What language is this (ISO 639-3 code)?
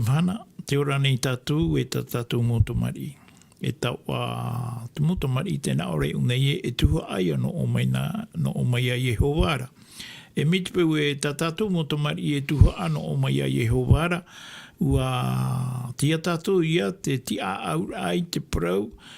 tah